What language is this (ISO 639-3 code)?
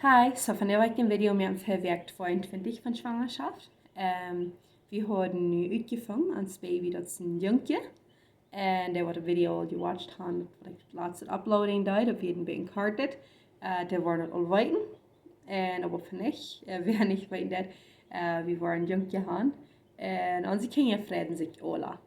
pdt